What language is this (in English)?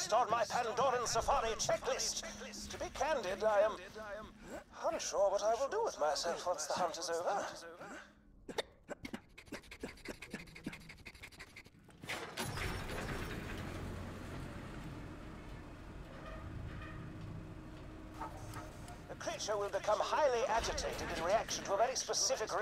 English